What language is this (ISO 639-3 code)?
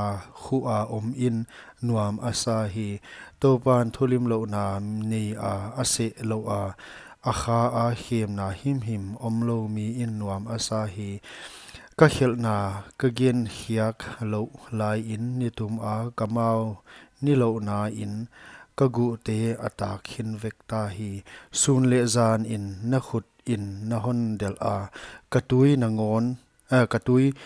pck